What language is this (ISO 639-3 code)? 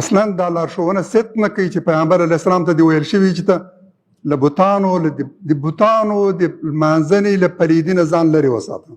pus